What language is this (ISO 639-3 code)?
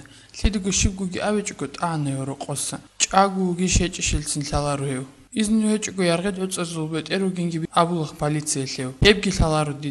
ava